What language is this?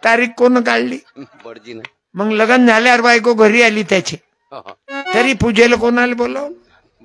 Marathi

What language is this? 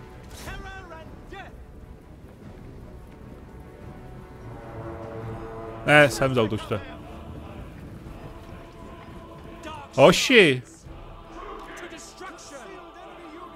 Czech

